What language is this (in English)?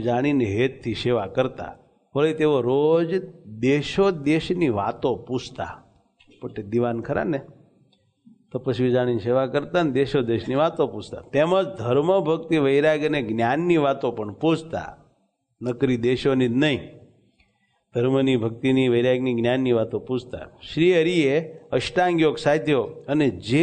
Gujarati